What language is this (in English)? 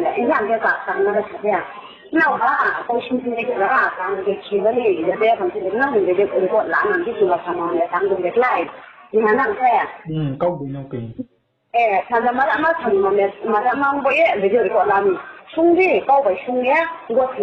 Riang (India)